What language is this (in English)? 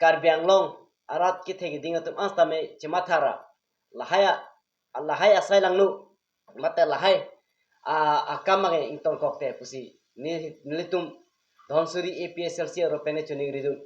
Karbi